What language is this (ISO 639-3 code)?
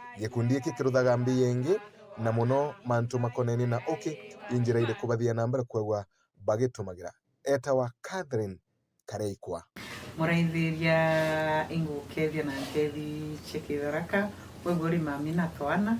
mer